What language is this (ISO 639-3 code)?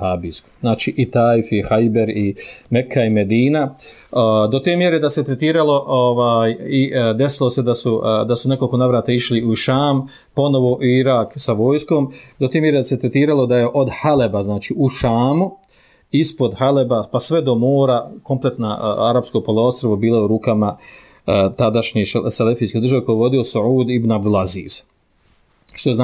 bos